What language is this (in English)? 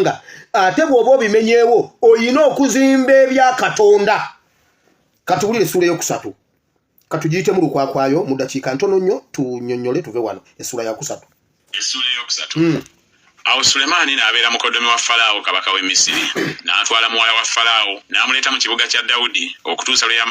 Ganda